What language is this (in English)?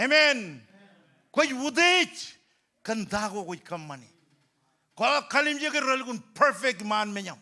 Marshallese